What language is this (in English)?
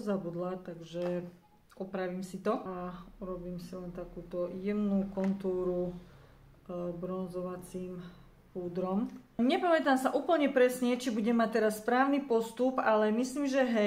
Slovak